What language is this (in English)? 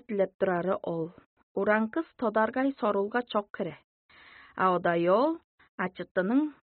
Tuvinian